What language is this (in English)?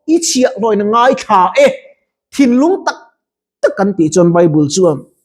Mizo